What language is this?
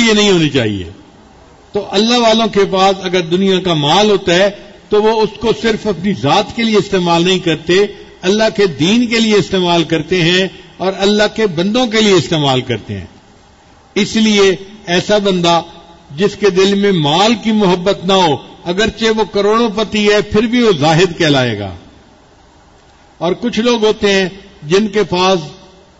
Urdu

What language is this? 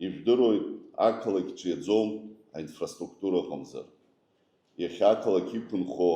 Abkhazian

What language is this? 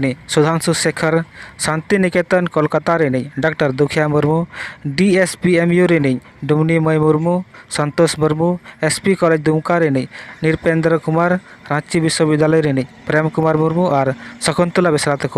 Santali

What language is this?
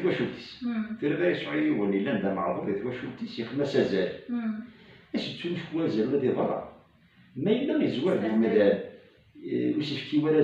Kabyle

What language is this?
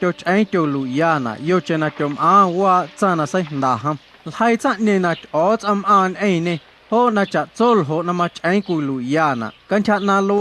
Guerrero Amuzgo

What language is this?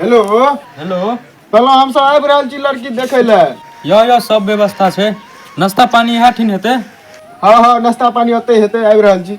Maithili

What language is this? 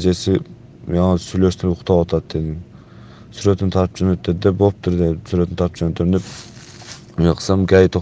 Kyrgyz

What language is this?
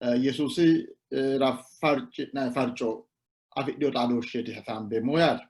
Sidamo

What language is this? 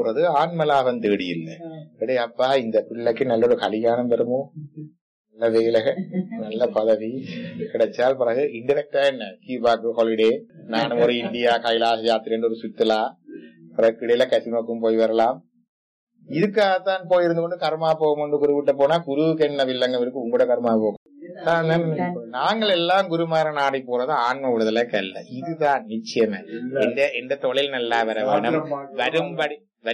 Tamil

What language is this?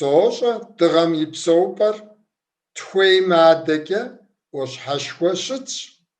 Kabardian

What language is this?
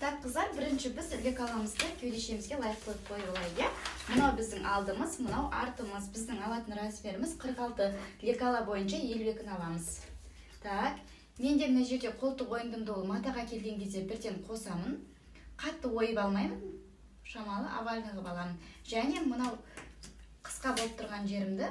Kazakh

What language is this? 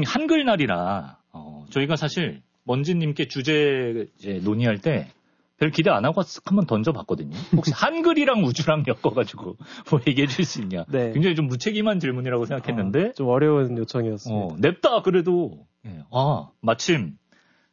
Korean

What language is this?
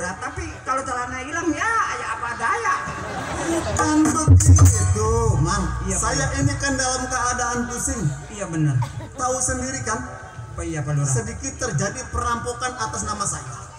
Betawi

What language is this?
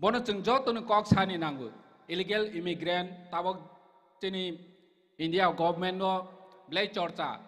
Kok Borok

